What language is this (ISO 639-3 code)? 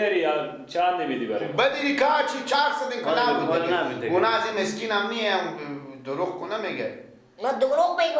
fas